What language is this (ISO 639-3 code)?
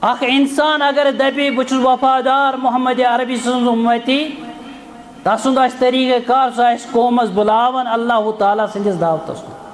kas